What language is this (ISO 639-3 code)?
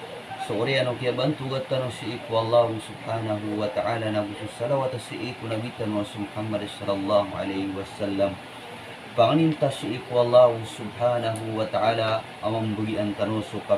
mrw